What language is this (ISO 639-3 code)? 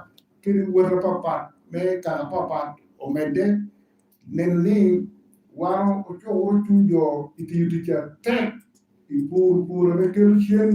laj